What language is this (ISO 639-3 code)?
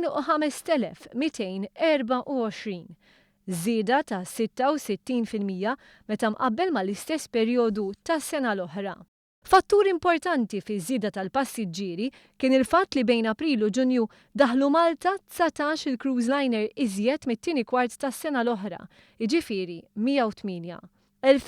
mlt